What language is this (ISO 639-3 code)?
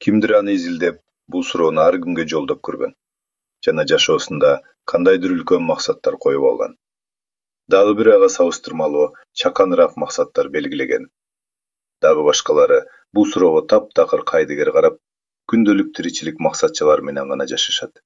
kir